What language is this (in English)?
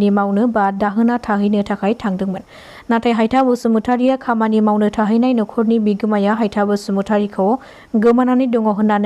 Bodo